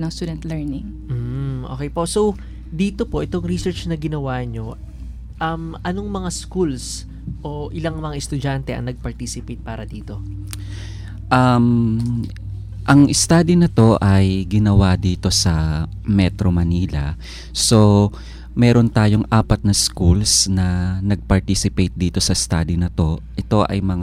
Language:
Filipino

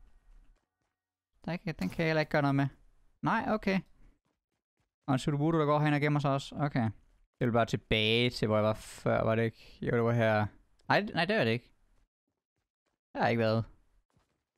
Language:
Danish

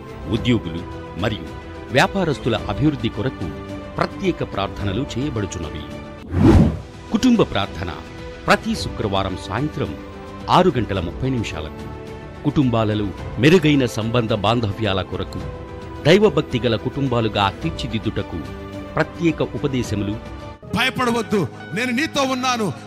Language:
Telugu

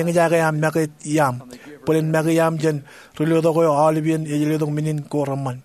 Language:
Marshallese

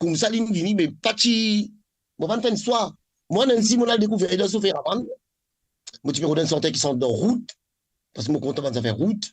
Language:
Morisyen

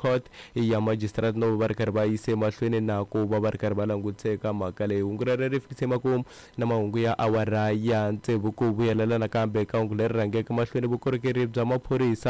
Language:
Tsonga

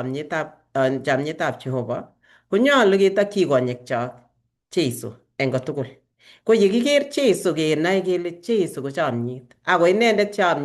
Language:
Kalenjin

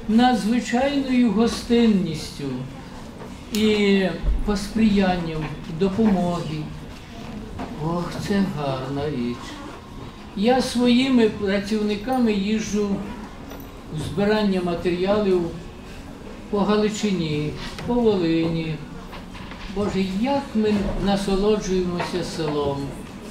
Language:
Ukrainian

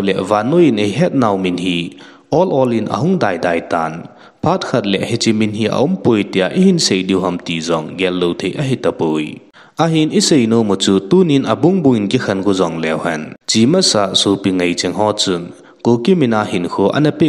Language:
Thado Chin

